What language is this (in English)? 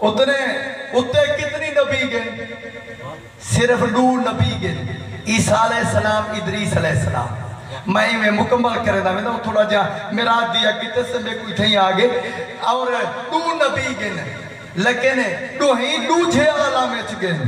Saraiki